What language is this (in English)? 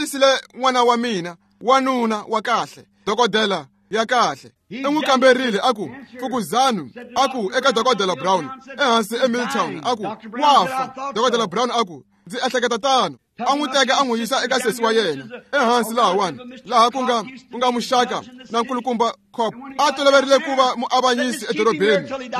Tsonga